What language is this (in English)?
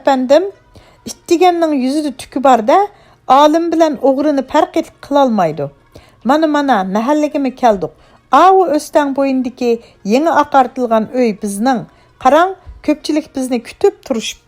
Uyghur